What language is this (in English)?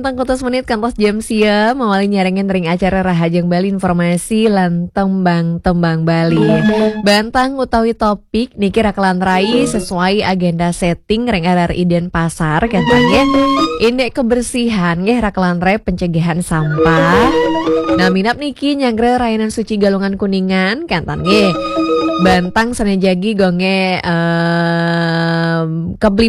Balinese